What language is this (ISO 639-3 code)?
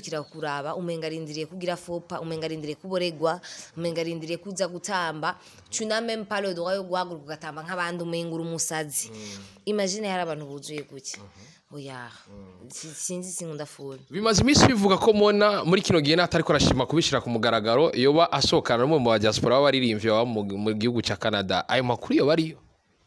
run